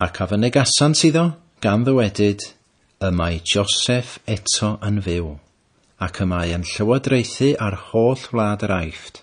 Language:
Welsh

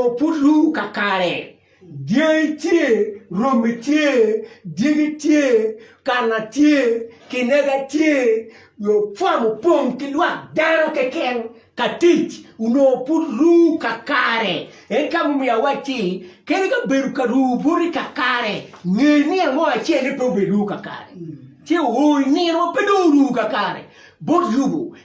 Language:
Acoli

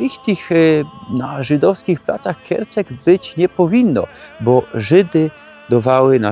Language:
Silesian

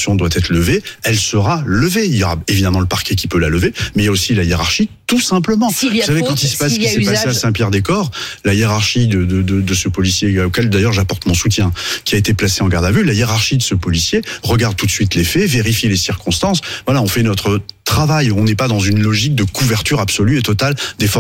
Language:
French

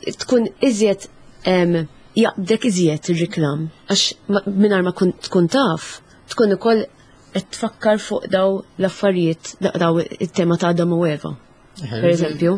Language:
Maltese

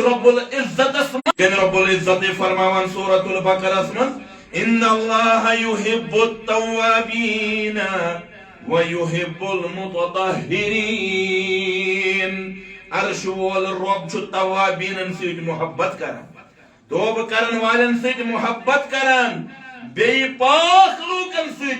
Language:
Kashmiri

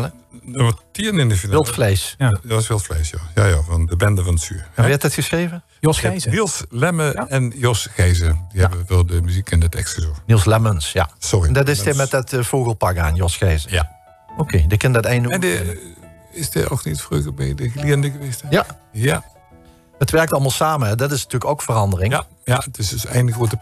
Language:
Limburgish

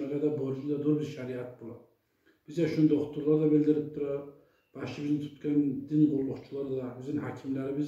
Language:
Kumyk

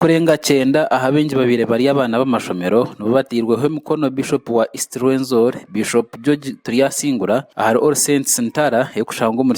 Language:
Nyankole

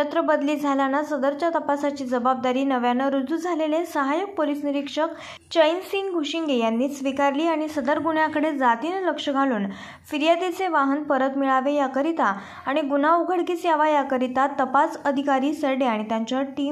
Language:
Marathi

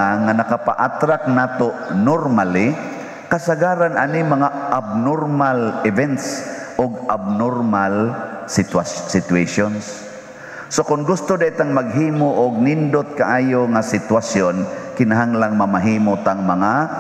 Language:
Cebuano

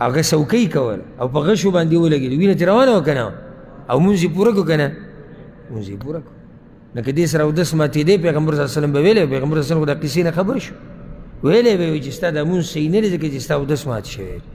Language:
Pashto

